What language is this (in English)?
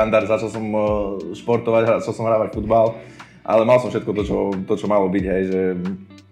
Slovak